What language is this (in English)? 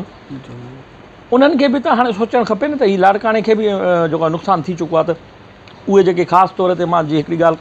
Sindhi